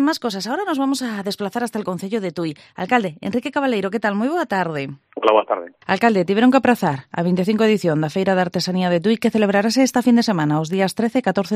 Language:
Galician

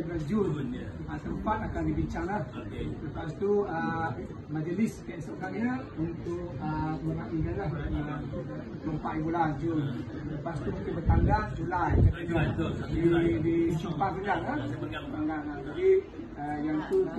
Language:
Malay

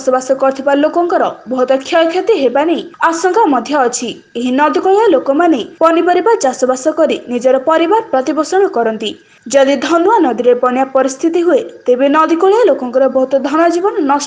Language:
Odia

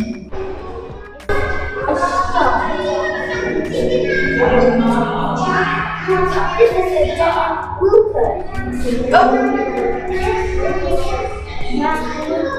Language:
Thai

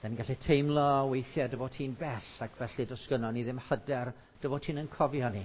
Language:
Welsh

